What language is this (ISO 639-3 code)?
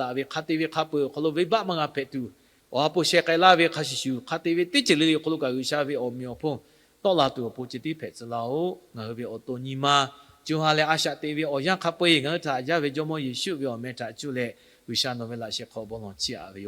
lhu